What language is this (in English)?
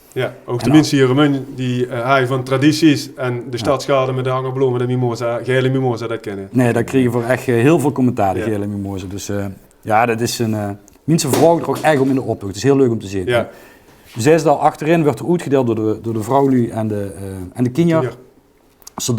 Limburgish